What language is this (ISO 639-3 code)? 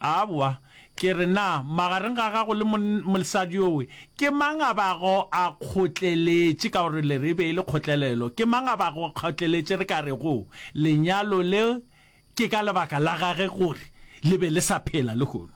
nso